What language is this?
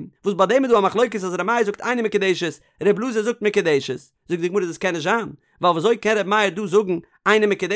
Yiddish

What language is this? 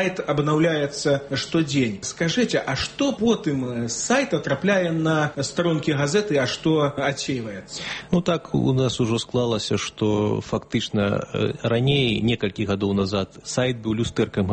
Belarusian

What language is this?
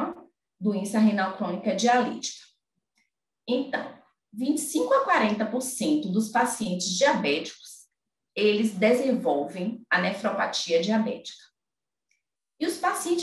Portuguese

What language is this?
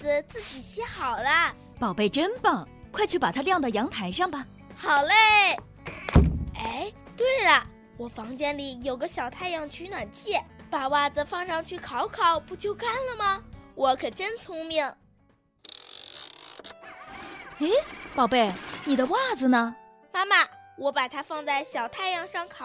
Chinese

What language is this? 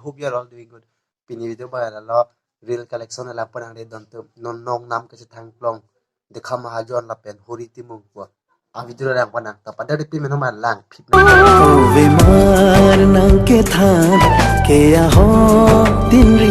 Karbi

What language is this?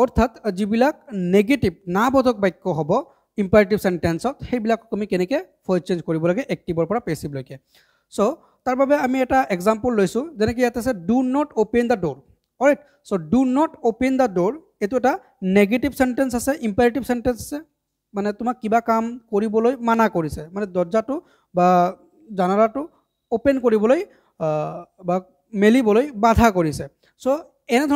Assamese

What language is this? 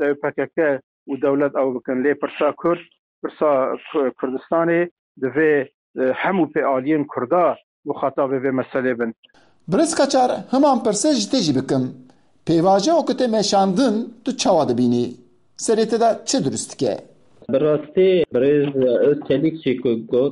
Kurdish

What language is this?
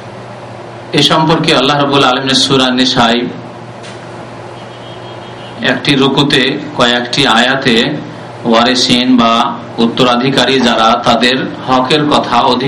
Bangla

